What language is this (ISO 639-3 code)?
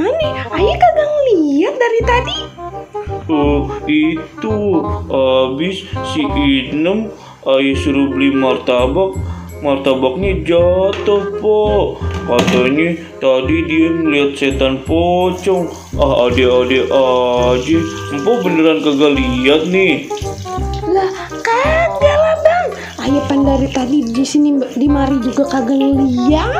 bew